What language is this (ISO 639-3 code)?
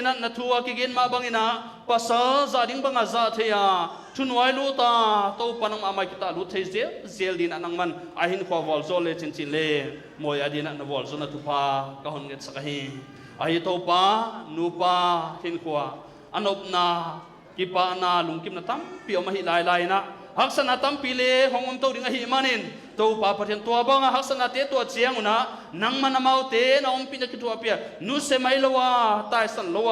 pck